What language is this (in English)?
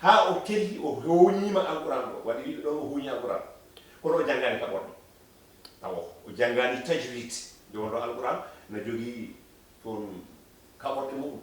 Fula